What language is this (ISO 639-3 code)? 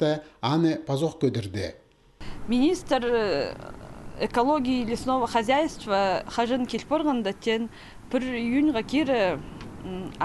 kjh